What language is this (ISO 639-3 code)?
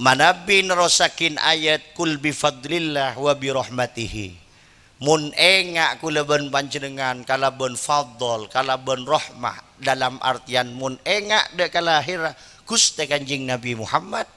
mad